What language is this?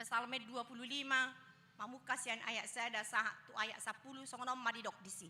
Batak Toba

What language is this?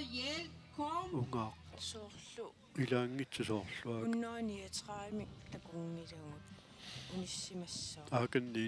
Kalaallisut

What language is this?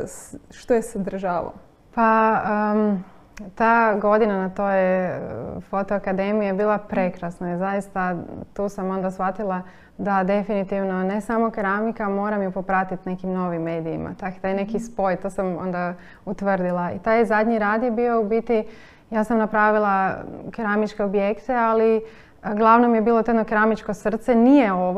Croatian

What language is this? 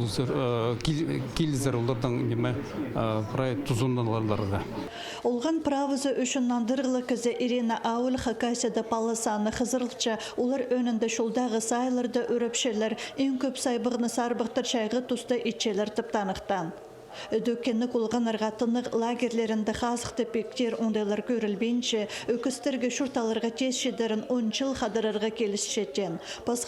Khakas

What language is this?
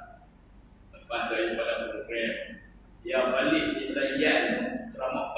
Malay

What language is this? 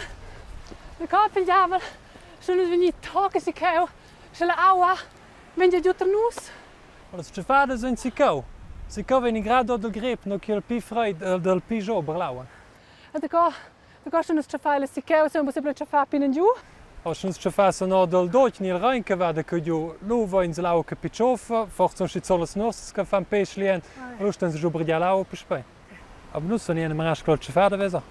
Romansh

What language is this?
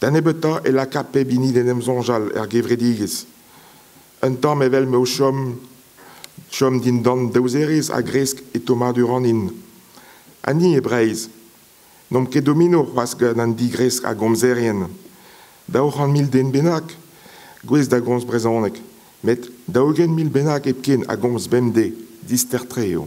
Breton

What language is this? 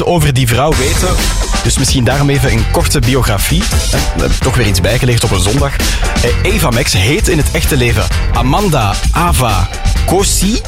Dutch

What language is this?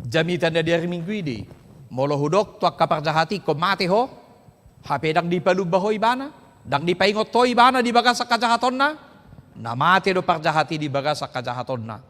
Batak Toba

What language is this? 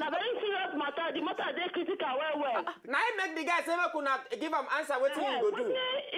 Nigerian Pidgin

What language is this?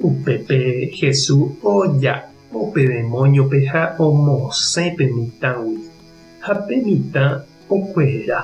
Guarani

